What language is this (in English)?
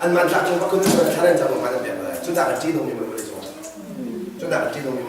Hakha Chin